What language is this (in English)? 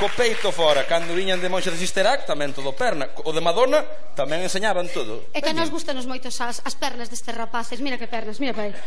Galician